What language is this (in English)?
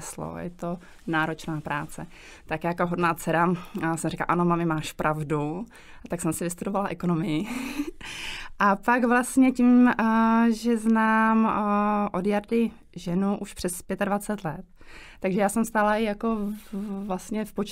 Czech